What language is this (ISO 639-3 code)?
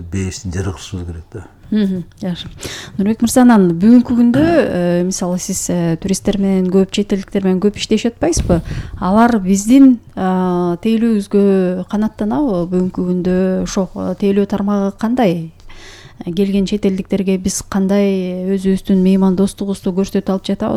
kir